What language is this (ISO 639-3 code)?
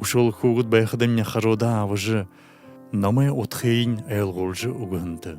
bua